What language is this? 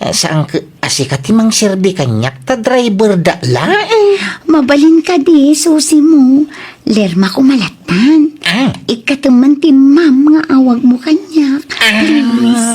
Iloko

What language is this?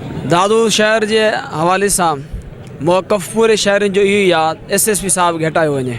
Sindhi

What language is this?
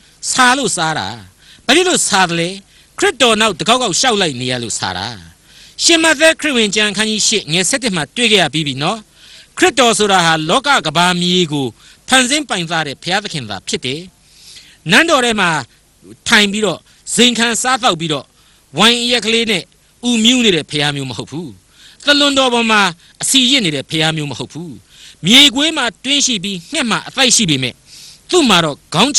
Burmese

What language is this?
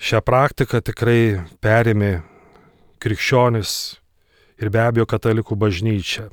Lithuanian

